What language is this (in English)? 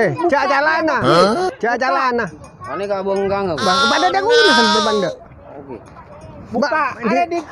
Madurese